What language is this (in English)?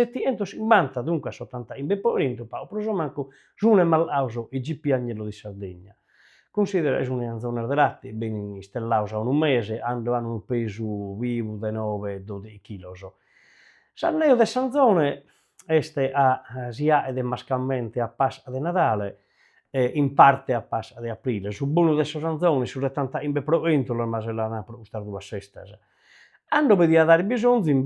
Sardinian